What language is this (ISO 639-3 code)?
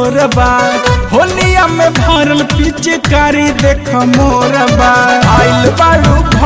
bho